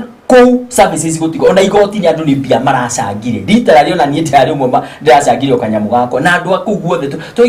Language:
Kikuyu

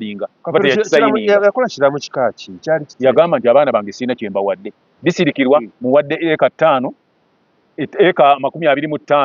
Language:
Ganda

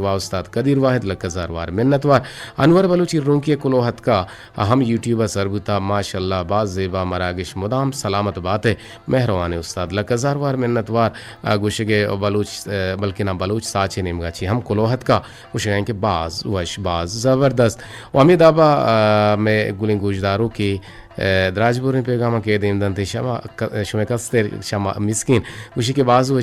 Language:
Eastern Balochi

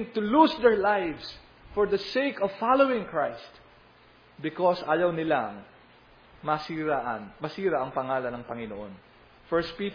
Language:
Filipino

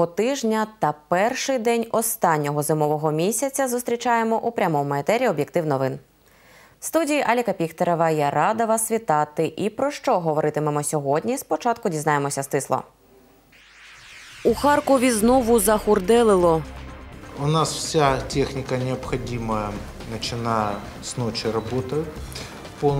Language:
Ukrainian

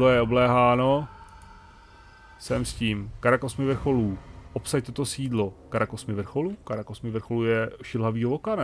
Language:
Czech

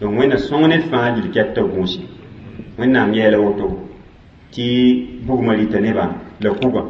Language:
Mossi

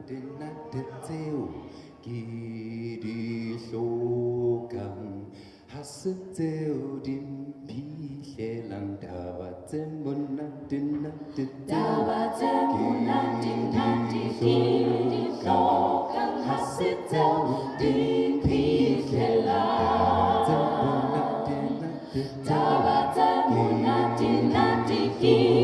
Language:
Southern Sotho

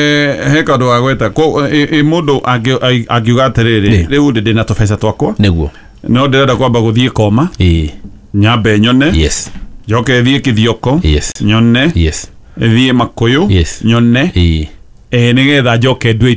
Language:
Kikuyu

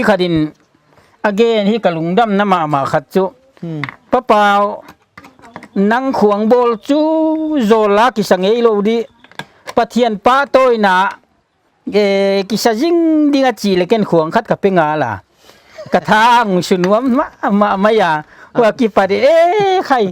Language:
Paite Chin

